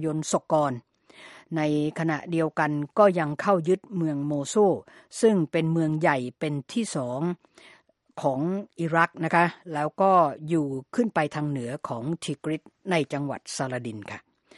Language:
Thai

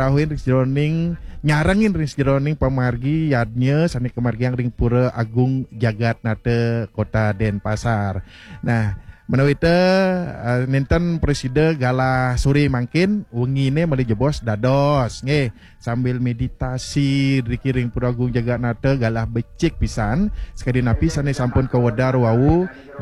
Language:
Balinese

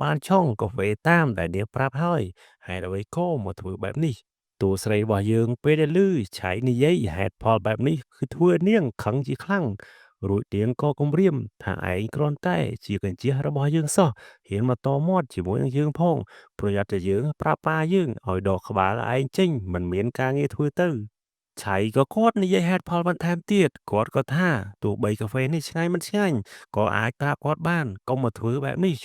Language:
Khmer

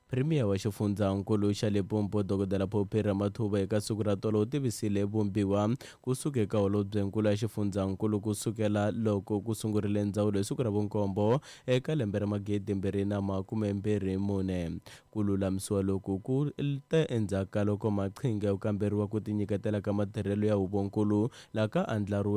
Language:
Tsonga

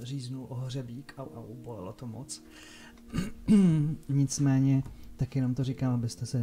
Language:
Czech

